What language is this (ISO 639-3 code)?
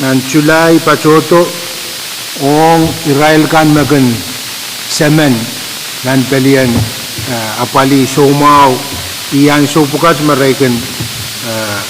pon